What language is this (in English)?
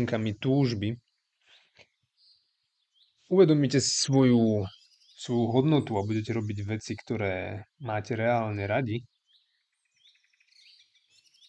Slovak